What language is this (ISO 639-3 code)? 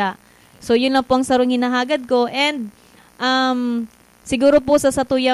bik